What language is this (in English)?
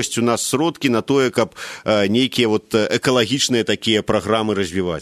Belarusian